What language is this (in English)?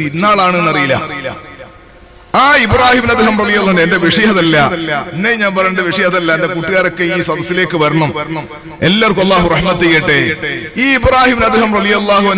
Malayalam